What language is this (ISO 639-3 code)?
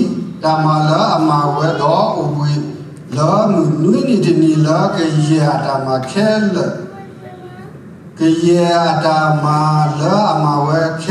ksw